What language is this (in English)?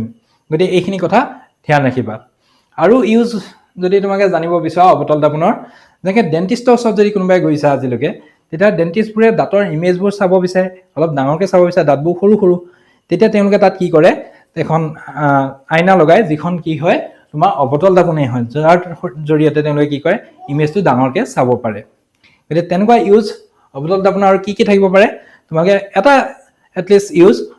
Assamese